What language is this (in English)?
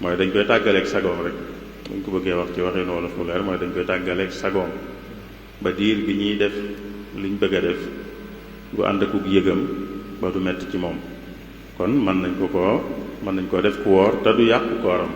Wolof